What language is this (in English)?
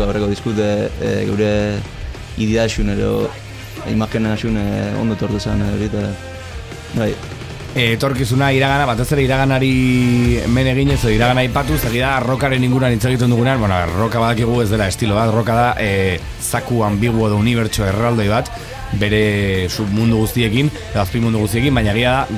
Basque